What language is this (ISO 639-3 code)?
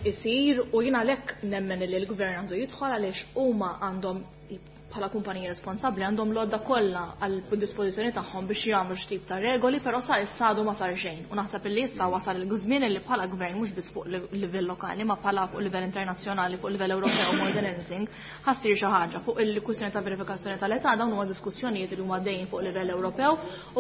mlt